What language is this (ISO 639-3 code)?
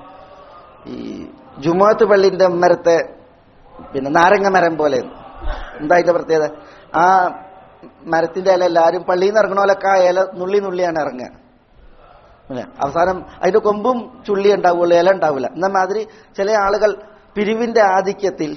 mal